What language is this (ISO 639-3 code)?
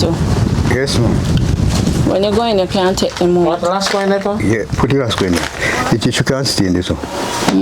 jam